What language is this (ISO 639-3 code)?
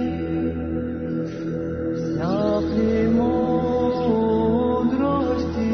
srp